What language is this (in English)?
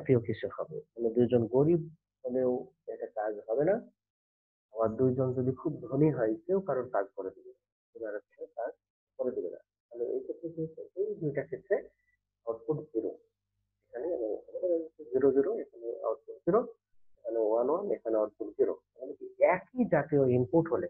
Bangla